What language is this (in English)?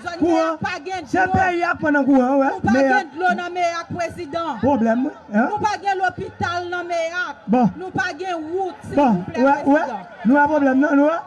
Haitian Creole